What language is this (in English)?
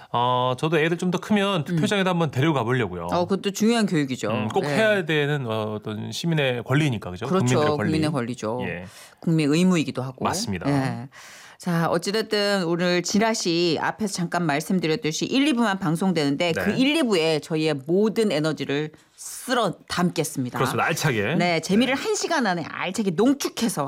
Korean